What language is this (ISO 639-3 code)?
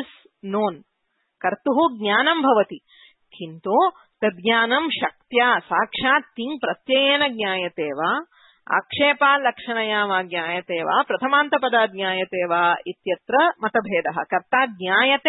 san